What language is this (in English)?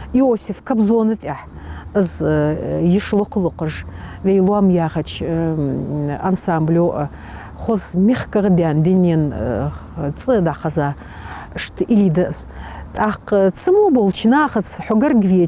Ingush